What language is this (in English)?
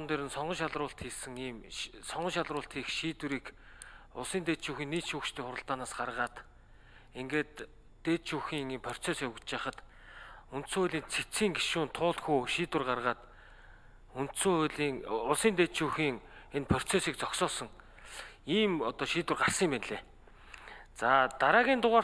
Mongolian